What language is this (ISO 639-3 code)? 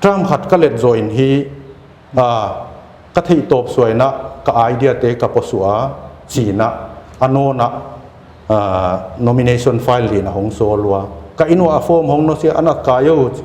pck